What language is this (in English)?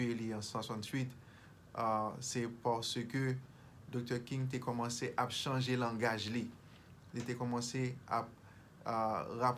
Haitian Creole